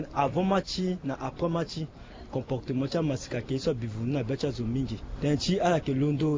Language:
Sango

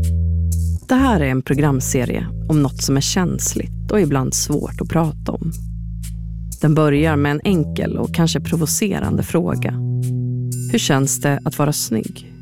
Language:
Swedish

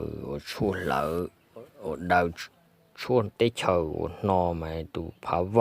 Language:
Hmong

